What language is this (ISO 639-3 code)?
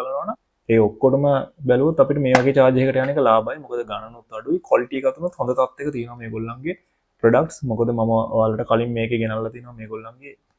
sin